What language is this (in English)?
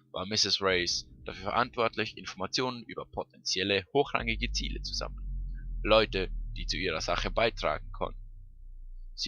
Swiss German